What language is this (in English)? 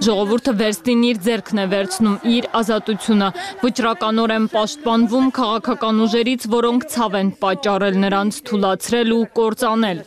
Armenian